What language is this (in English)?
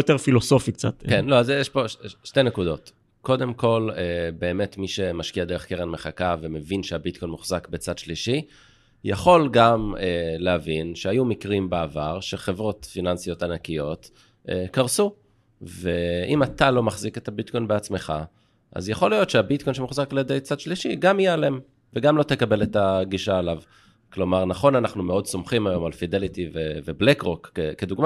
Hebrew